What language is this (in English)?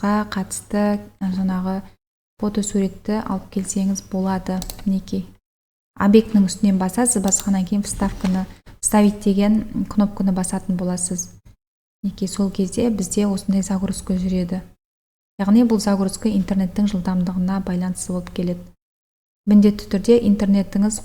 Kazakh